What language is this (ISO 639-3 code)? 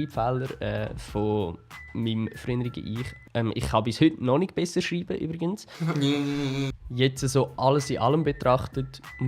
gsw